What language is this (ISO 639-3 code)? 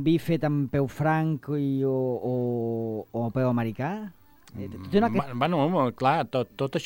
cat